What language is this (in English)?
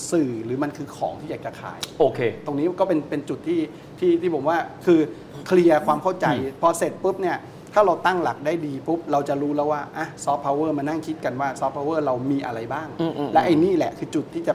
Thai